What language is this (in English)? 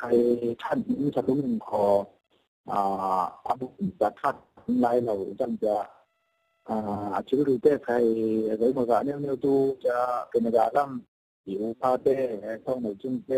Falam Chin